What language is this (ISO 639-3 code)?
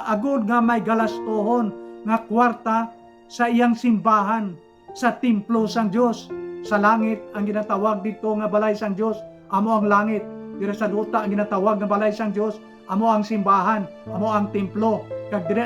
hil